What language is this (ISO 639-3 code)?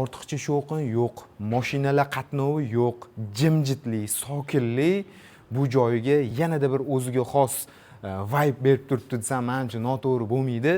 uzb